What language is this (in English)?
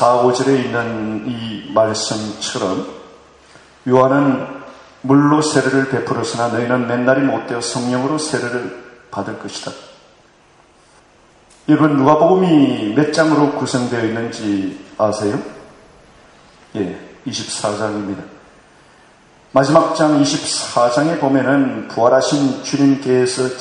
Korean